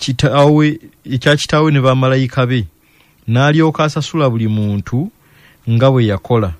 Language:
Ganda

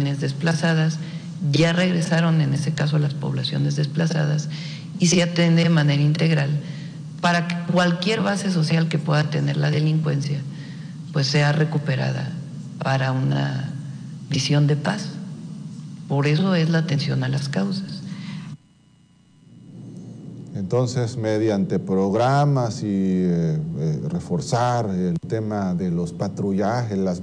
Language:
Spanish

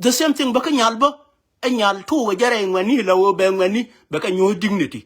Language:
Nuer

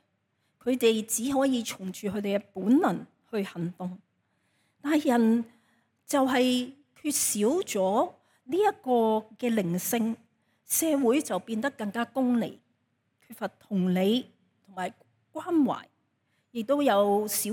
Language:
Cantonese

